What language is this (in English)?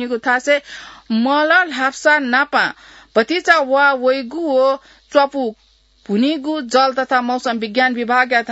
Newari